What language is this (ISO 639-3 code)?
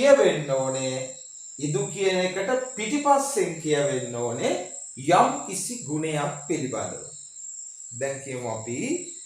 sin